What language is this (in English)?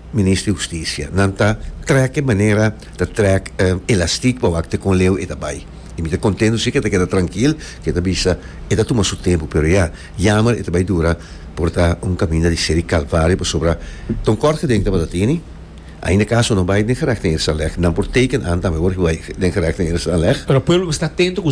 Papiamento